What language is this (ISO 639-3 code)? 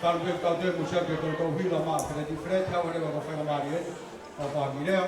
ton